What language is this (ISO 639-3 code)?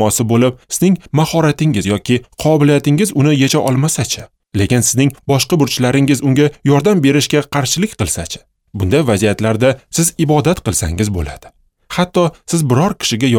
uzb